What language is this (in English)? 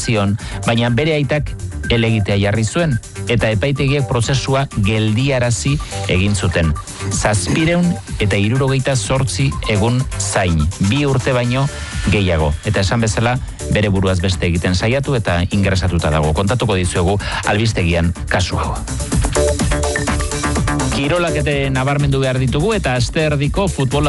Basque